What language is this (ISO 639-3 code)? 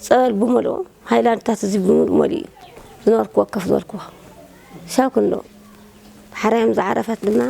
tir